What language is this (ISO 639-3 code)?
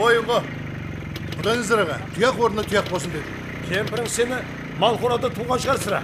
kaa